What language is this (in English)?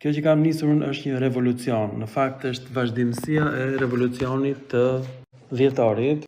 Albanian